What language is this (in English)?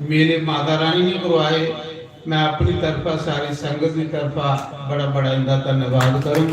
Dogri